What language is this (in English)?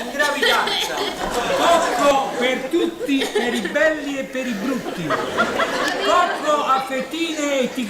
Neapolitan